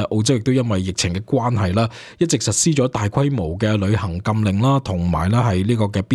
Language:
Cantonese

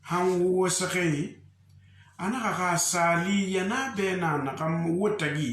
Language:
Susu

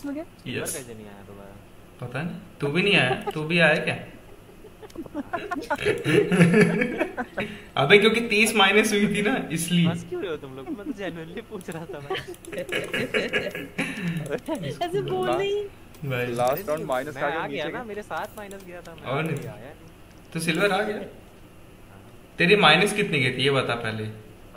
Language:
Hindi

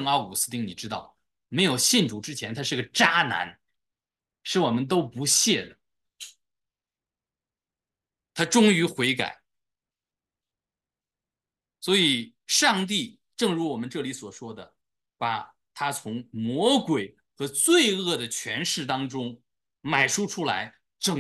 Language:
Chinese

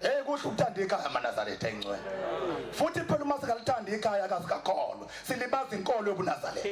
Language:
Zulu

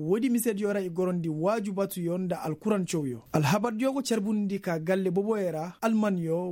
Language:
Koyraboro Senni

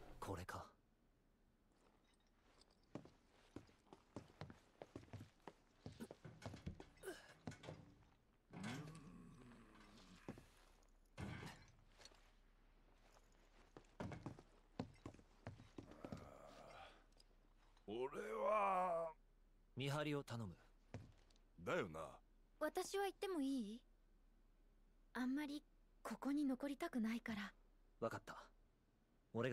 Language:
Japanese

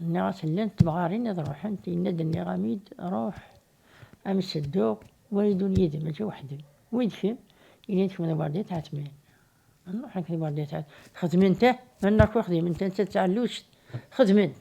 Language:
Kabyle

